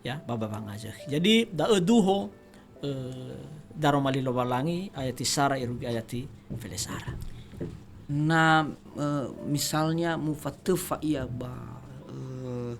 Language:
Nias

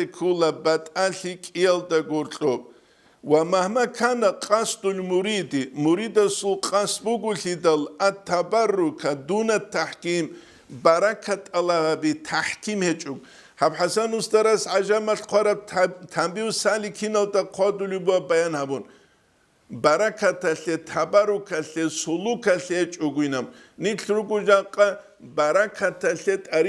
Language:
Avaric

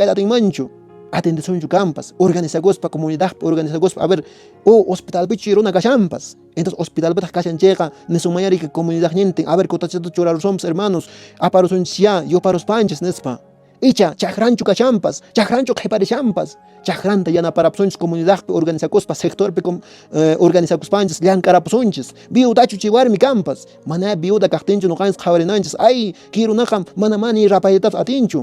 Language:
Quechua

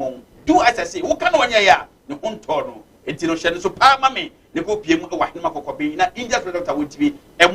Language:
Akan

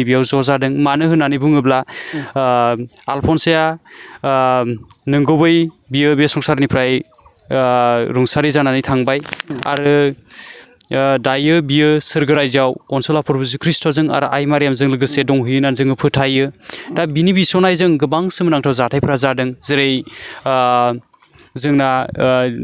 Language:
Bodo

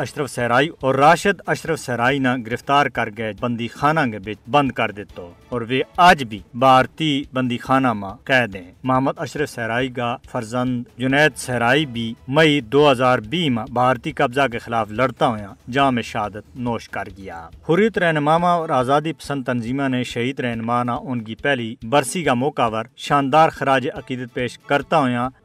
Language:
Gujari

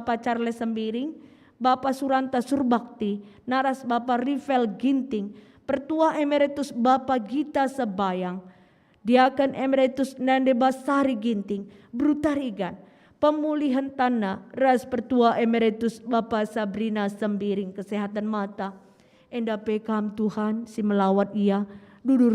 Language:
Batak Karo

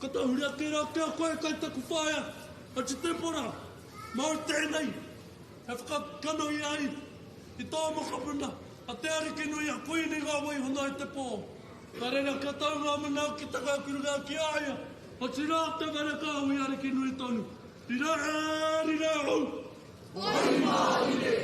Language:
Māori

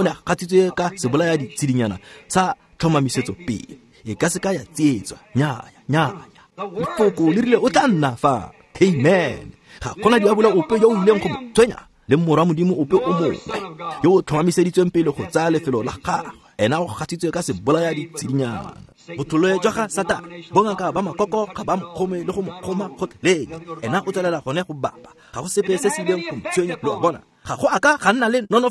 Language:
Tswana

